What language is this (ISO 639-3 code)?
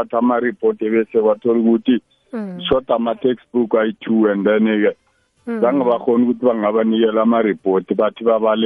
nbl